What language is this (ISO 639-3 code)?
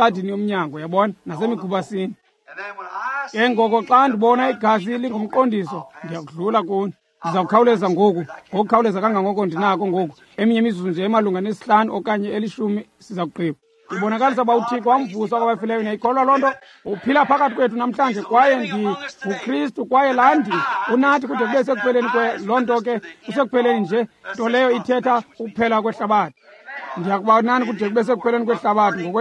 xho